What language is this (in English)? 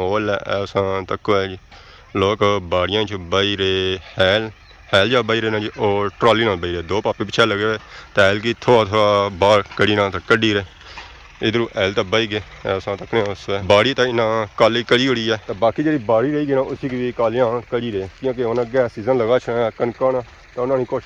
Pahari-Potwari